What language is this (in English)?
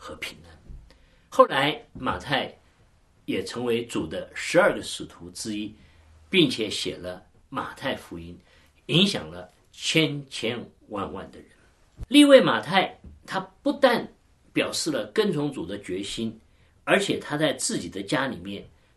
Chinese